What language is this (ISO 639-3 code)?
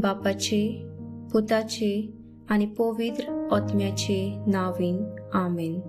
kok